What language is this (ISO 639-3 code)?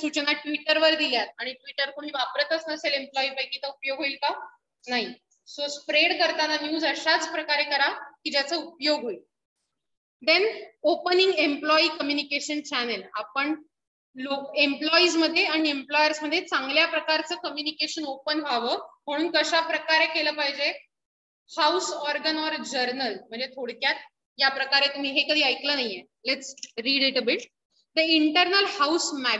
mar